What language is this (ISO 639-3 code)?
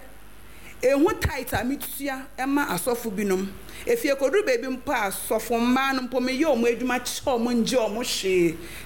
aka